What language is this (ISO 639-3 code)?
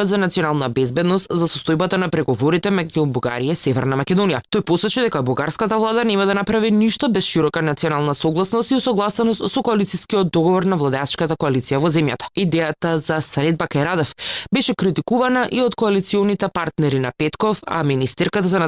mkd